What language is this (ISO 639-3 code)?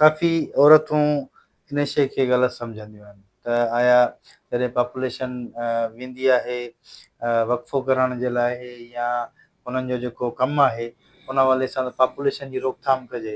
snd